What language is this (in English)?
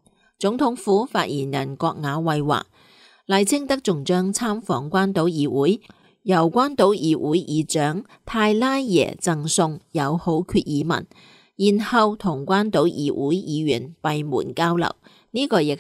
Cantonese